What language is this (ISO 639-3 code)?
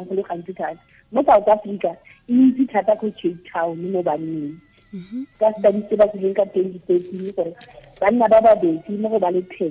tsn